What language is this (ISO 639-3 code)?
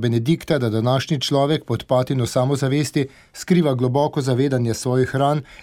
slv